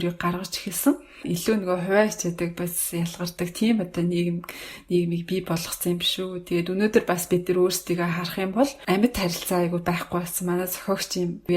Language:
Mongolian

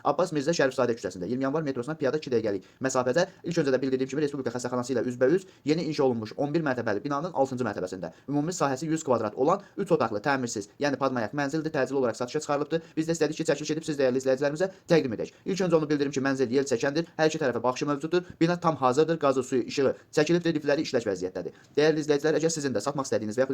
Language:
Azerbaijani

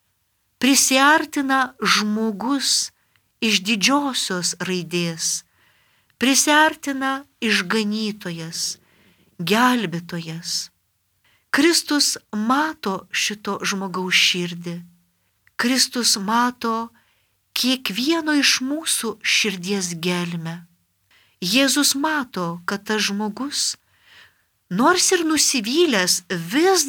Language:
Lithuanian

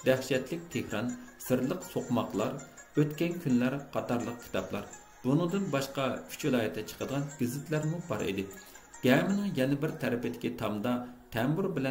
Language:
Uyghur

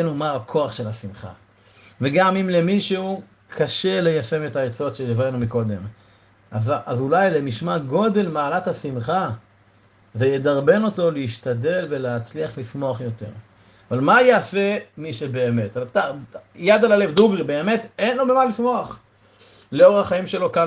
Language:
Hebrew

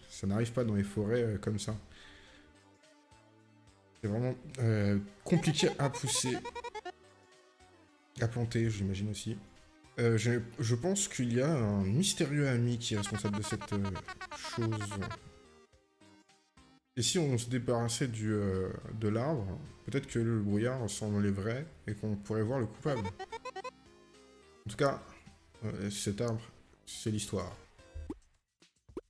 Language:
French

